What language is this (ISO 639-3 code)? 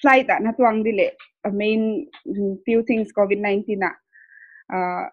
pck